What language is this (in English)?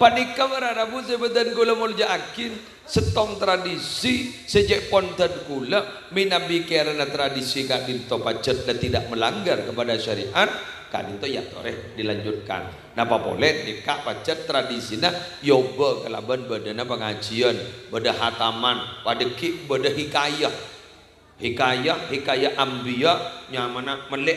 Madurese